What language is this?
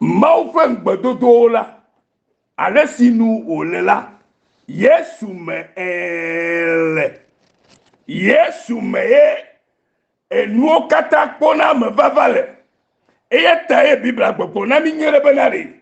Ewe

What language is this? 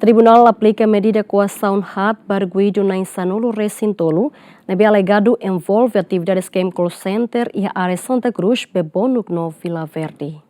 Tetum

